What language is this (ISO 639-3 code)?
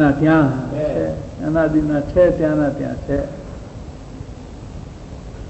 guj